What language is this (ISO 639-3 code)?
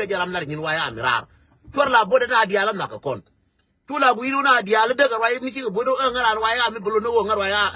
nus